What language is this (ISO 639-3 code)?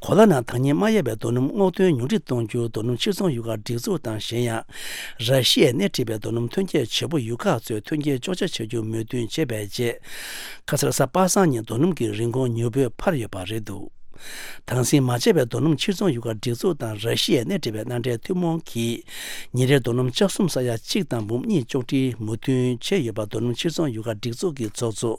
bod